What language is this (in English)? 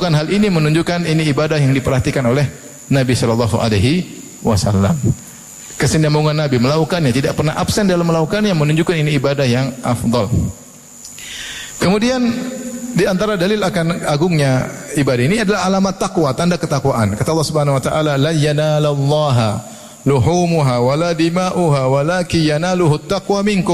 Indonesian